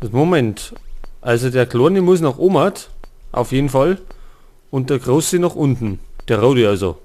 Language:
Bavarian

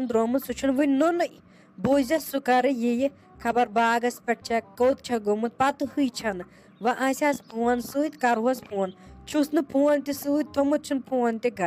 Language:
Kashmiri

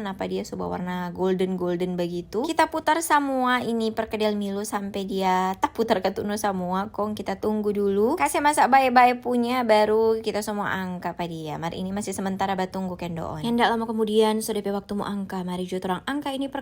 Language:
Manado Malay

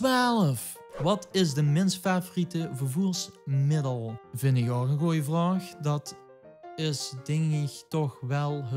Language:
Limburgish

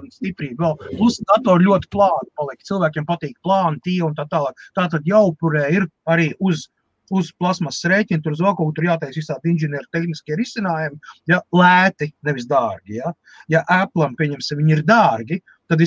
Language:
Latvian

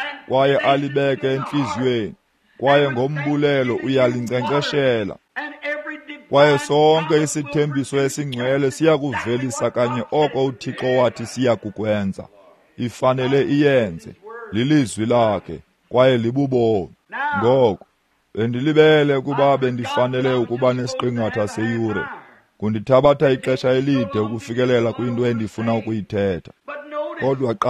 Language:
Xhosa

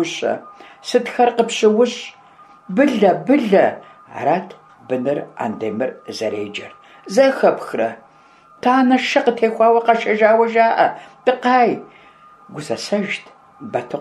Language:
Kabardian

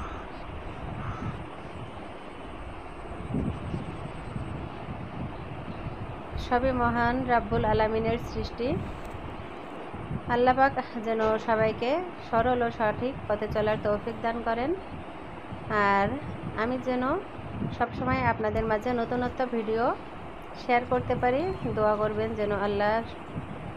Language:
Bangla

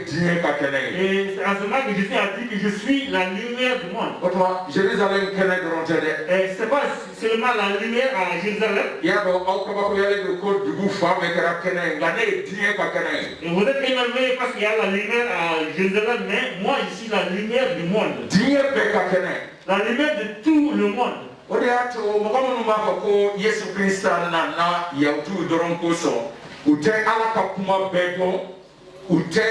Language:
Bambara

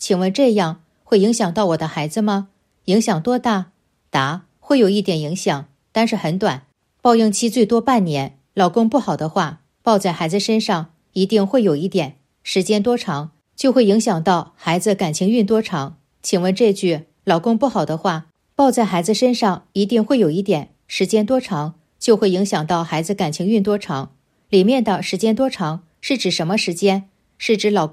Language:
Chinese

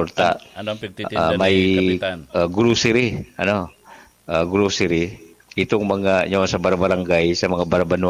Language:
Bikol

